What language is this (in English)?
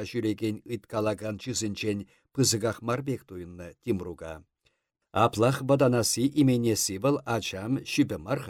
Chuvash